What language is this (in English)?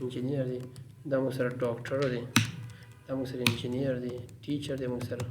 Pashto